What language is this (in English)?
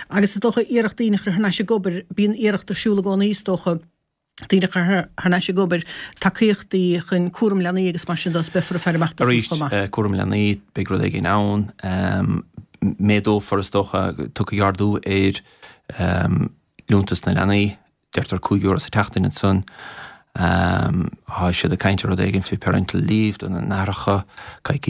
Irish